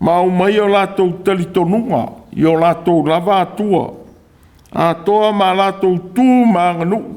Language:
Samoan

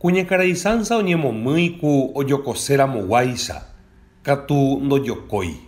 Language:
Guarani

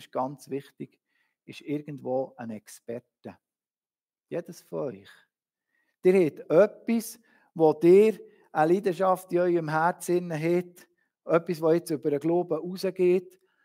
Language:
Swiss German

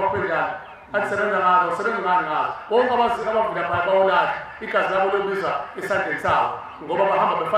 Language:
Zulu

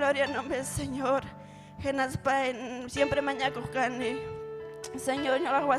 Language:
Ayacucho Quechua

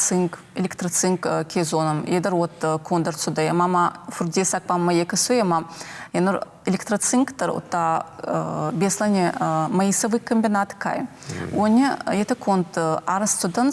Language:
Ossetic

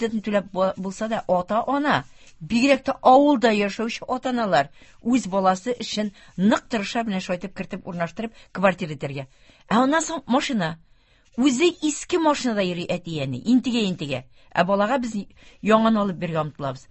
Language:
Tatar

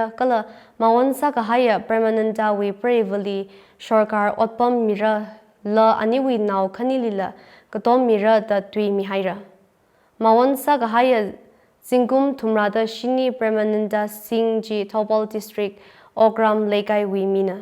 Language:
Tangkhul Naga (India)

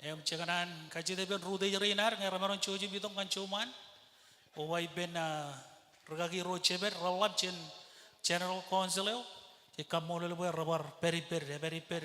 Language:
Marshallese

